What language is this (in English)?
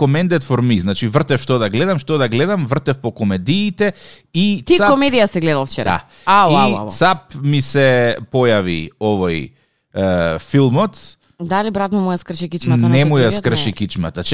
Macedonian